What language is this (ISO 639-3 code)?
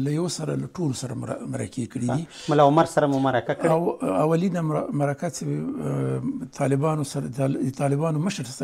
pus